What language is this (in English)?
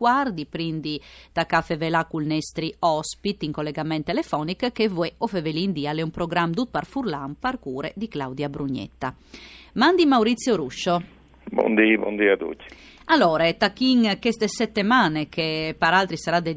Friulian